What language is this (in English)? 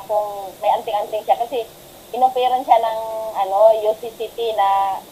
Filipino